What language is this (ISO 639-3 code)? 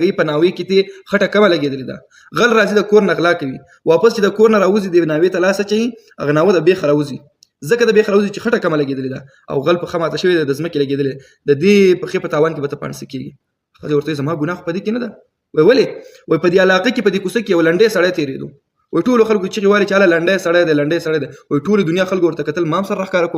pus